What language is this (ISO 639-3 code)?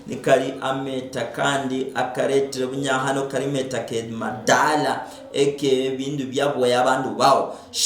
luy